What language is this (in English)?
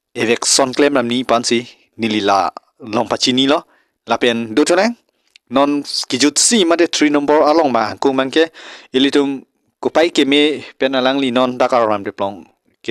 Karbi